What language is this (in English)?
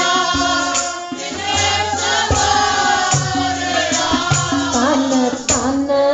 Punjabi